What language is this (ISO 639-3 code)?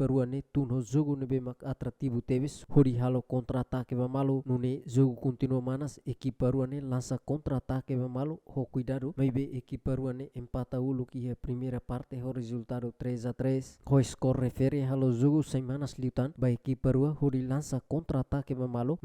tet